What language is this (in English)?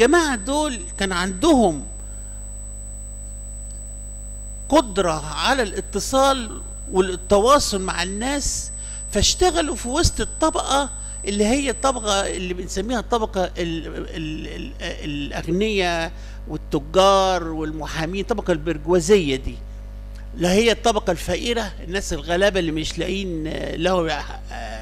Egyptian Arabic